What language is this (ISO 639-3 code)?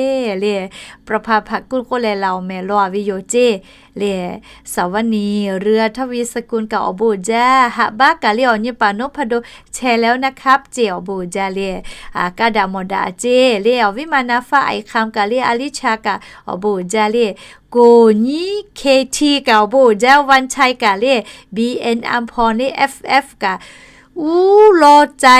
lhu